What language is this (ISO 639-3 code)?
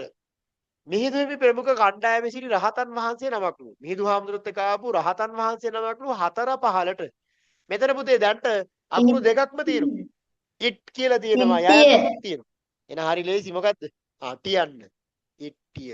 sin